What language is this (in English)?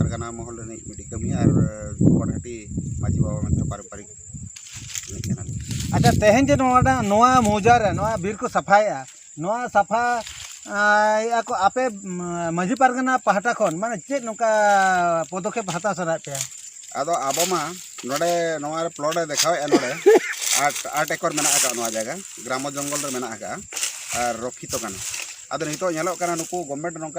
Santali